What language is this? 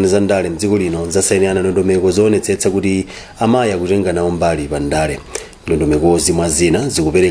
Nyanja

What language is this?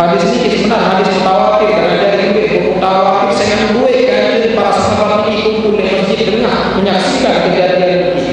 Sasak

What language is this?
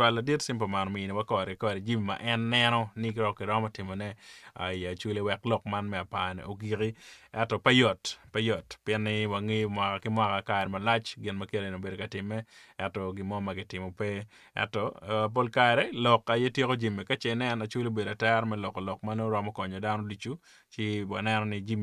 Acoli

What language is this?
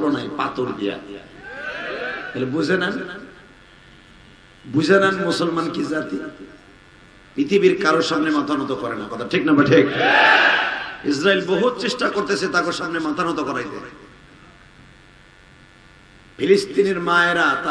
Bangla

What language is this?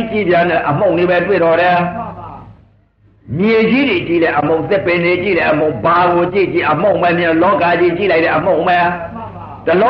Burmese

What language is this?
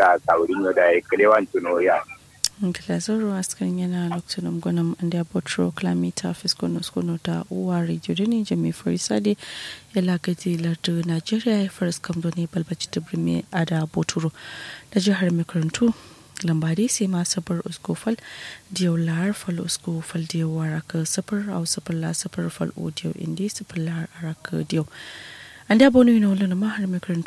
Kanuri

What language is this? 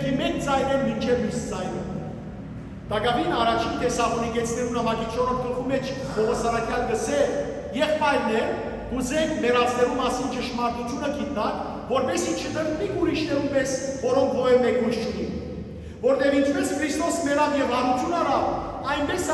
Western Armenian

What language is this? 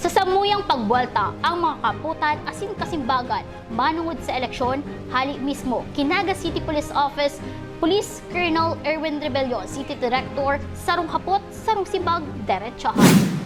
Bikol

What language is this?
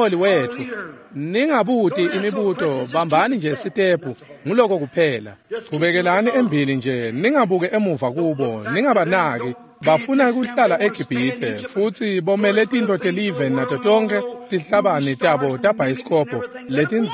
Swati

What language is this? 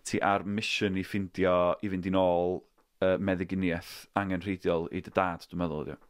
Welsh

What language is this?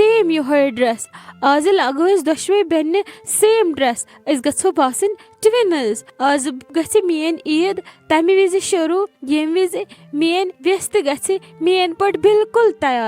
Kashmiri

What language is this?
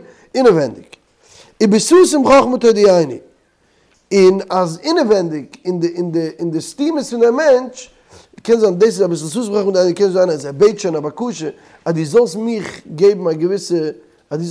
Yiddish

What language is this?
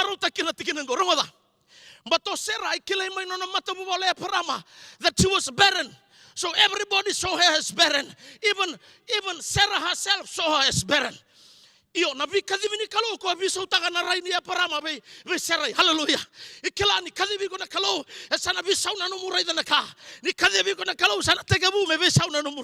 Fijian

